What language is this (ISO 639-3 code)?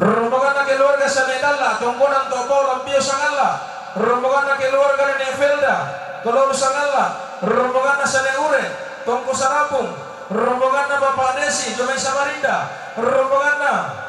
sda